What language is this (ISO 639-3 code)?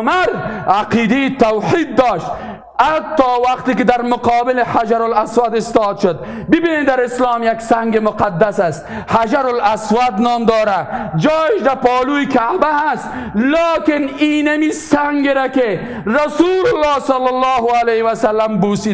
fas